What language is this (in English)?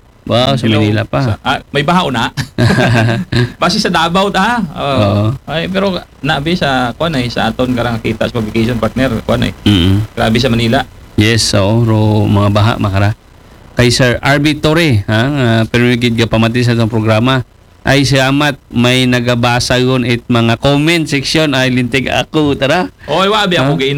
Aklanon